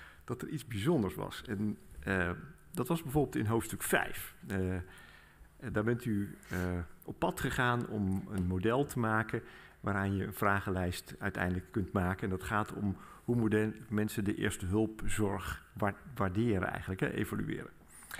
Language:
Dutch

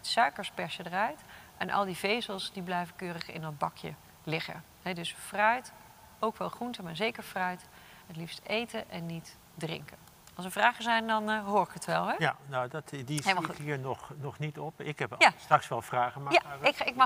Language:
Dutch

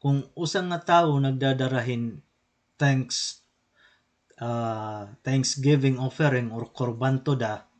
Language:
Waray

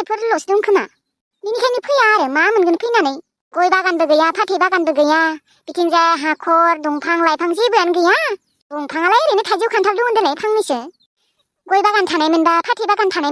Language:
Bodo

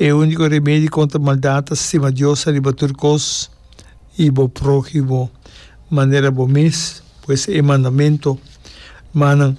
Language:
Papiamento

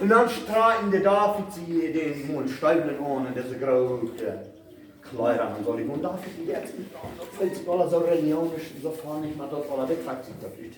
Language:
Plautdietsch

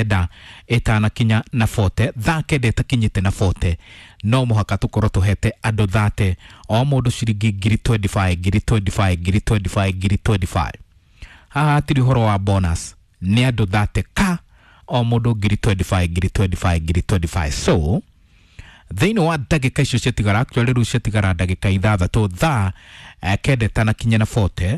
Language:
Kikuyu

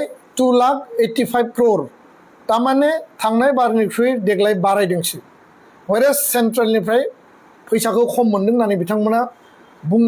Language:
Bodo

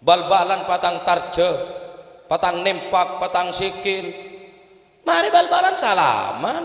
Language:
Madurese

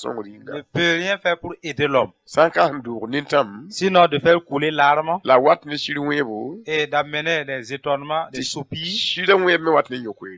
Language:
Mossi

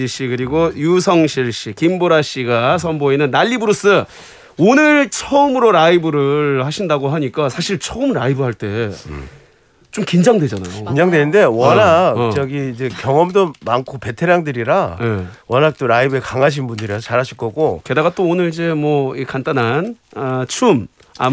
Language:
Korean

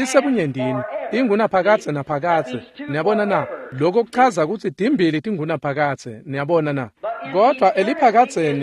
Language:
Swati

